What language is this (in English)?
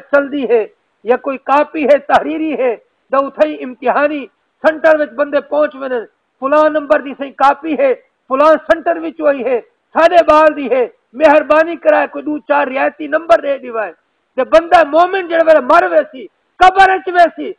Saraiki